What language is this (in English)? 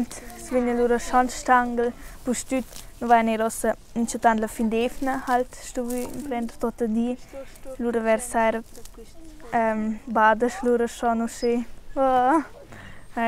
Romansh